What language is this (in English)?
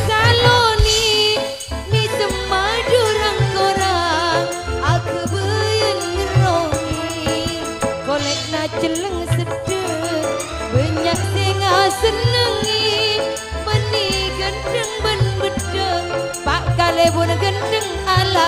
Madurese